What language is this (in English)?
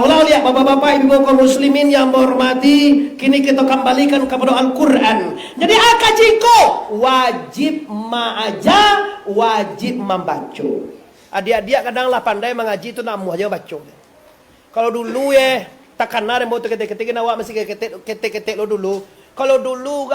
Minangkabau